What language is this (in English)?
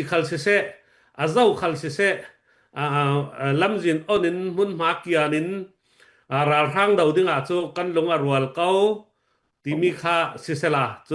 Falam Chin